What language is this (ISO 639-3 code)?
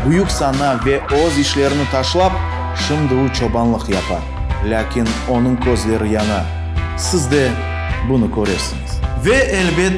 crh